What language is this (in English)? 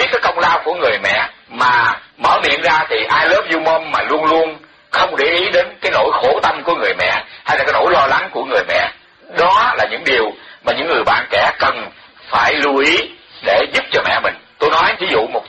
Vietnamese